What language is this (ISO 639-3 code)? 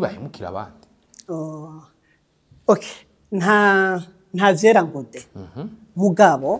run